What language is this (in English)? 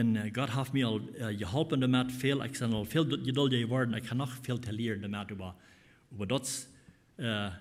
Plautdietsch